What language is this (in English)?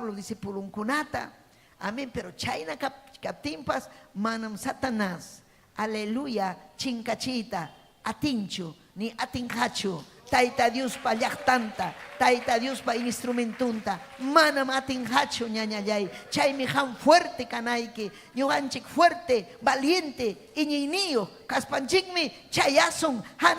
Ayacucho Quechua